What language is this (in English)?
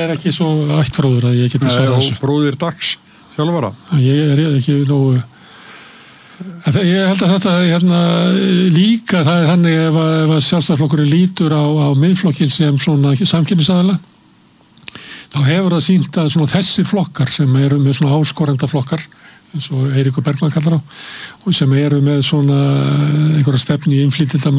Icelandic